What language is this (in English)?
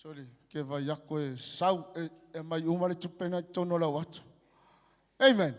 Samoan